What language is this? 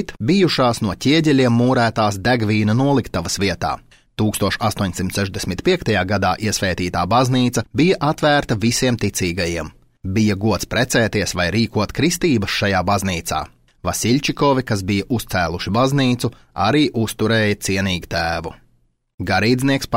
Latvian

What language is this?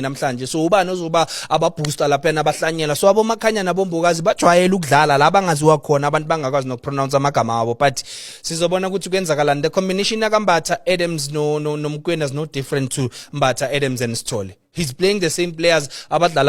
Zulu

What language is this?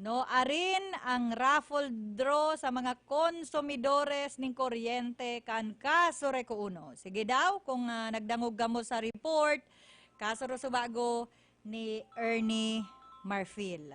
Bikol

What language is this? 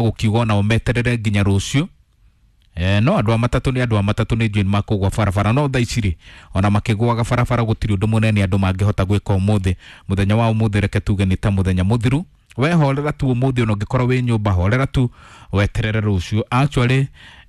Kikuyu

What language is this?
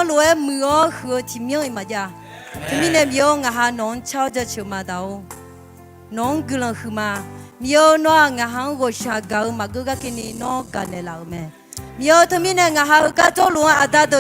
Akha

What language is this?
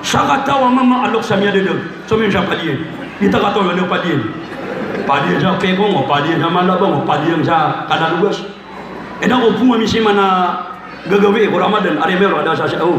Maranao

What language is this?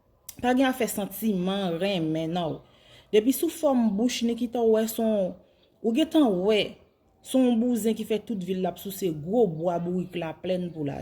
Haitian Creole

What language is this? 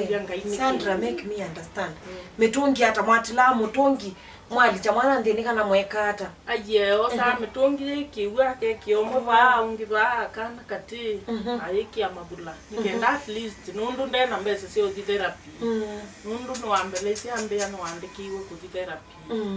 Kamba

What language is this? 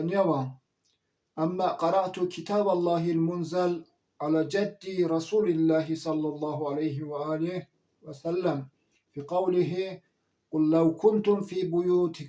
Zaza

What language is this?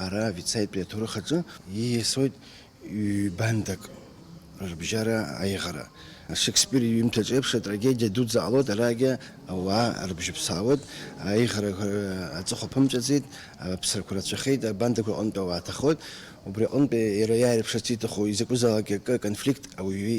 Abkhazian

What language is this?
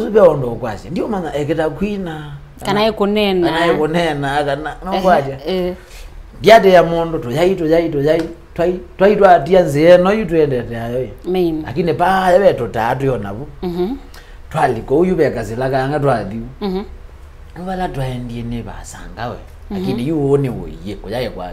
Kamba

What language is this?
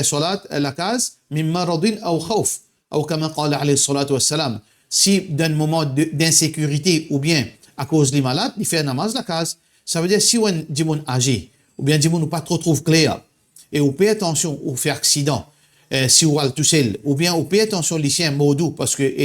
Morisyen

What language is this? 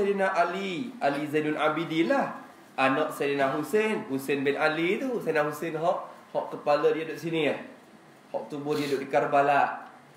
Malay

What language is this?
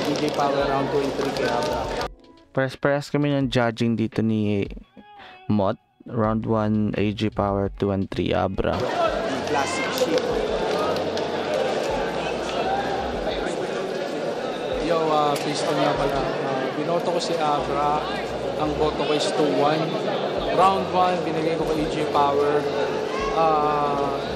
Filipino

